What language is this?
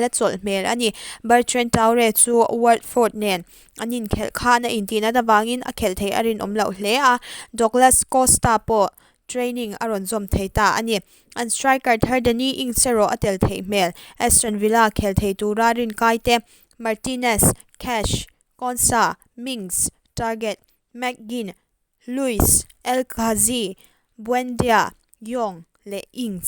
Mizo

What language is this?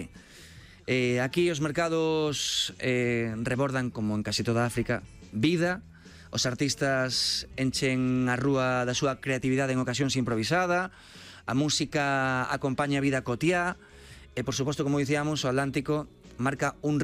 Galician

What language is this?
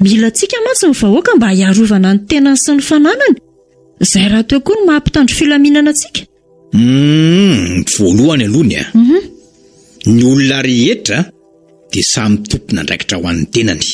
Malagasy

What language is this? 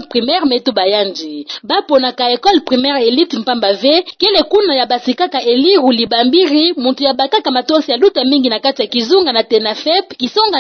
Kituba (Democratic Republic of Congo)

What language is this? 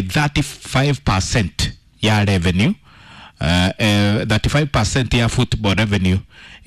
Kikuyu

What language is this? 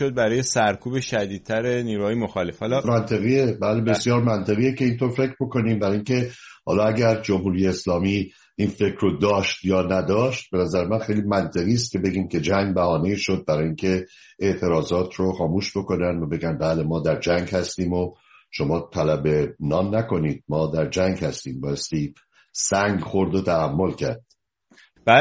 Persian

